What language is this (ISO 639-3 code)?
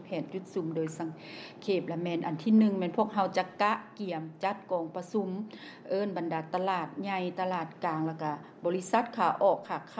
lao